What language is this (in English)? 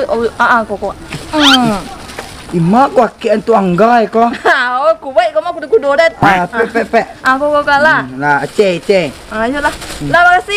Minangkabau